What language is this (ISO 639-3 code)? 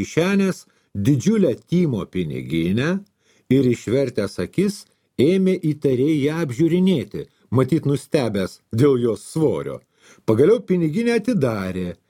lit